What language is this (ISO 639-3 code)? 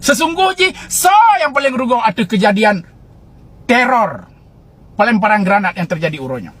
ace